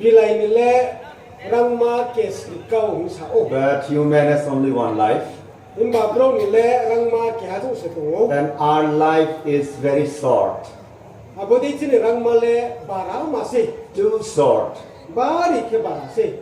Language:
Riang (India)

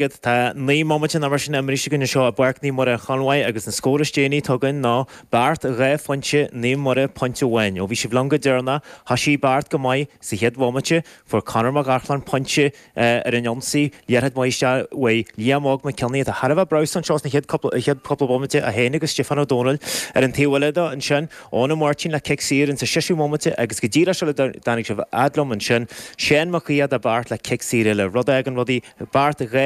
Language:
Irish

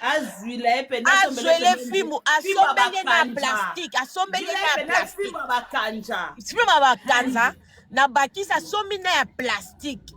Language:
Lingala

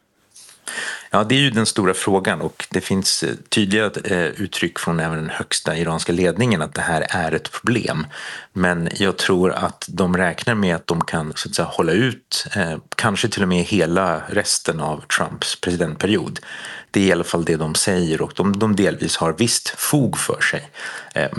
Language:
Swedish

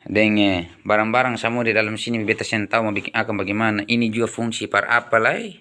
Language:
Ambonese Malay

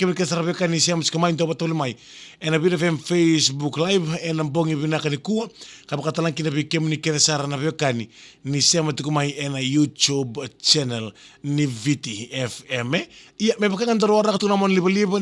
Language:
Fijian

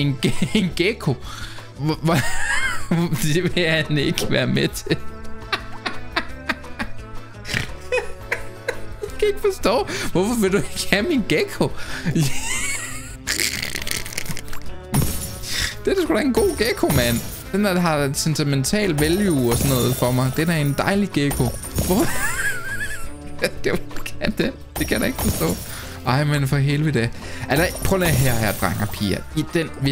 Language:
Danish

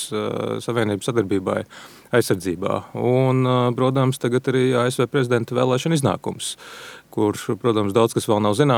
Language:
Latvian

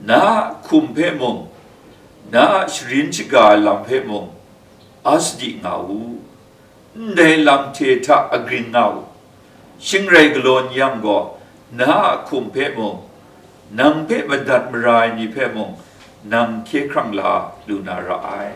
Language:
Kachin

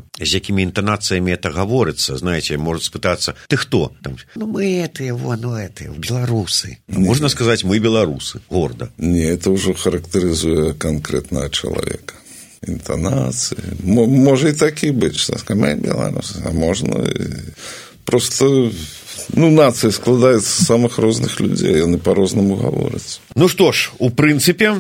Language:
Belarusian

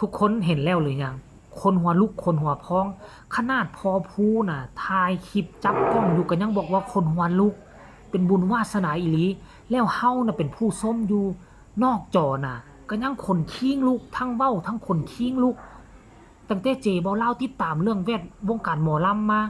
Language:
Northeastern Thai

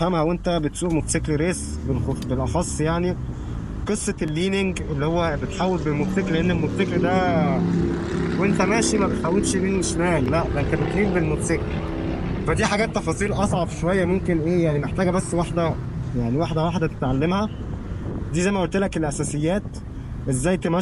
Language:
Egyptian Arabic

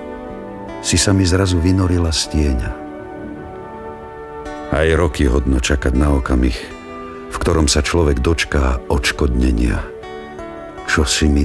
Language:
Slovak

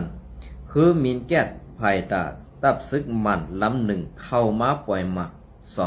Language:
Shan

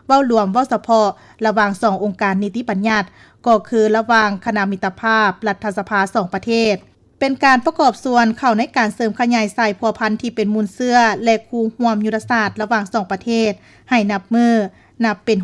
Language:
Lao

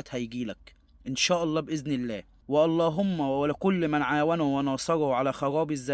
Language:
Egyptian Arabic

